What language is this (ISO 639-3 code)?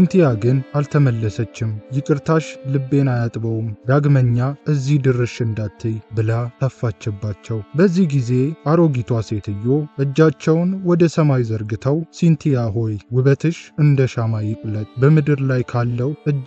amh